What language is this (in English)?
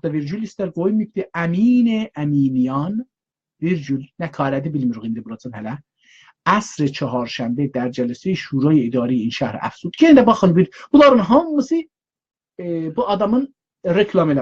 South Azerbaijani